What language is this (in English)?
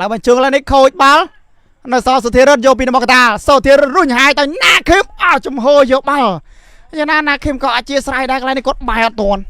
Khmer